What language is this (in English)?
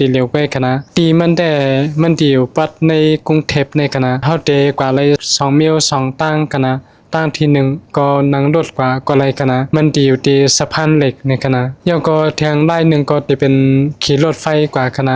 Shan